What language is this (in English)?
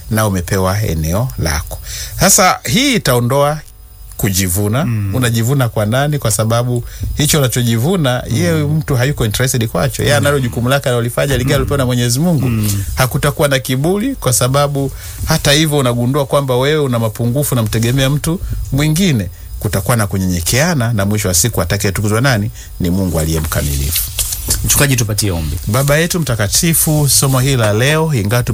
Swahili